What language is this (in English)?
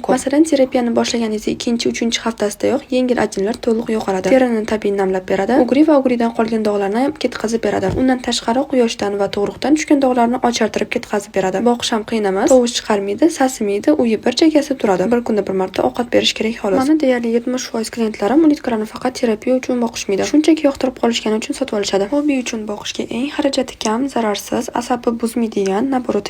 Uzbek